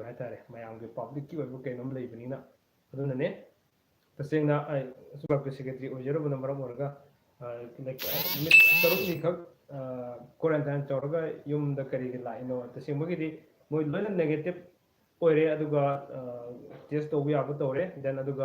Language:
Manipuri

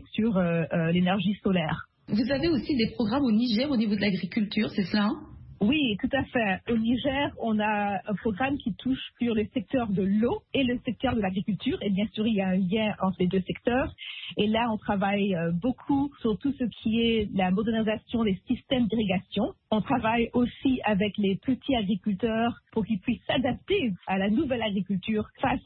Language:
French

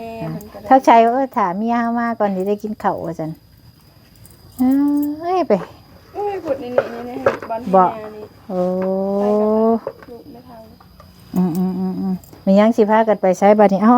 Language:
Lao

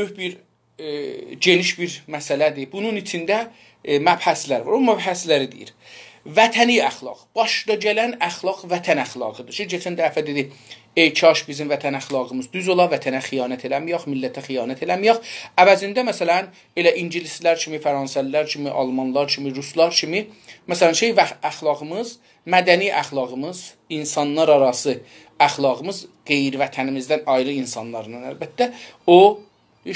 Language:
South Azerbaijani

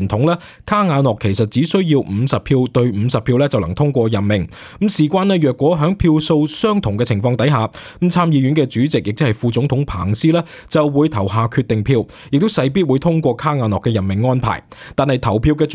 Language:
Cantonese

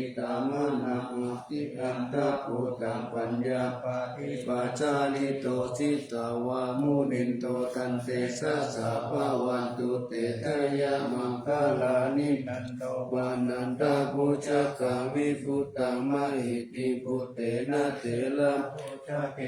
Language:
Pali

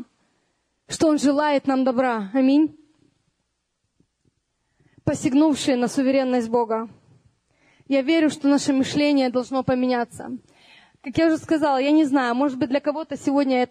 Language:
Russian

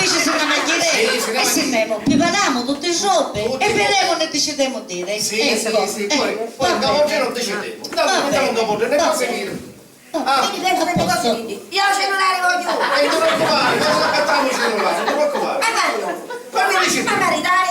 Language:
Sicilian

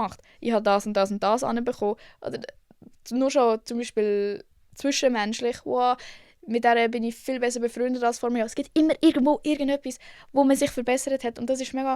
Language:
Swiss German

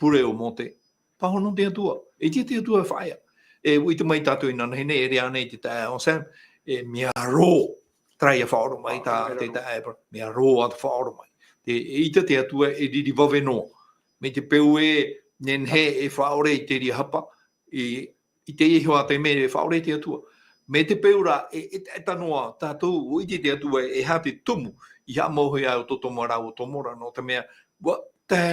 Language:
Tahitian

